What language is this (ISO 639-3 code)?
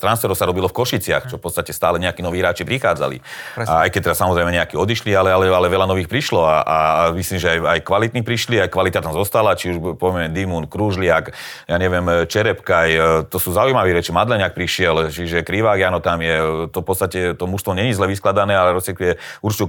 slk